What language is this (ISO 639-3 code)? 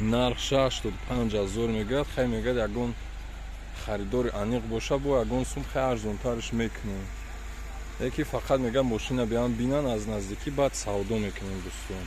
tgk